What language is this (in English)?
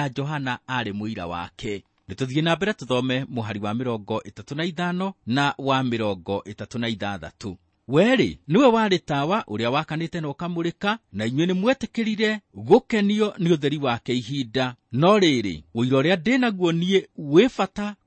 Kikuyu